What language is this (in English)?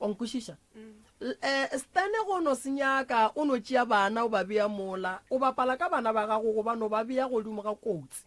Northern Sotho